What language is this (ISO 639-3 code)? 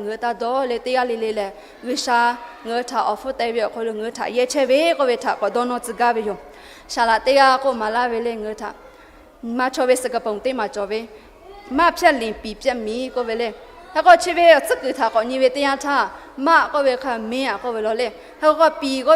lhu